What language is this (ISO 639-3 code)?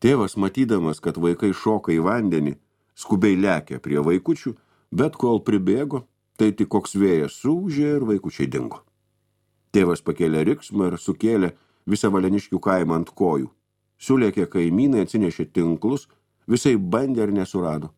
lit